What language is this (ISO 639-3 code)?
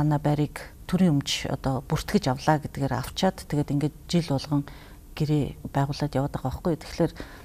mon